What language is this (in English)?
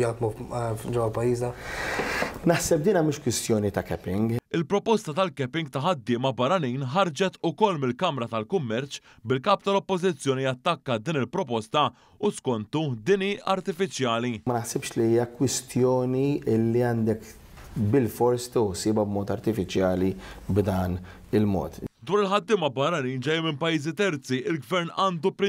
Maltese